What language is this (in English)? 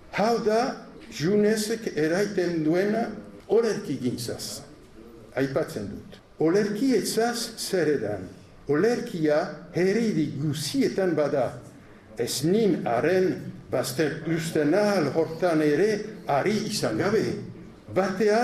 Basque